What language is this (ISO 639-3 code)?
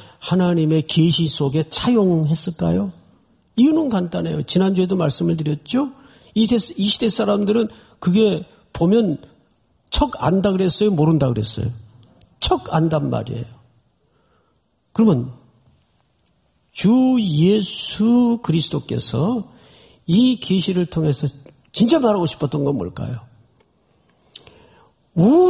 kor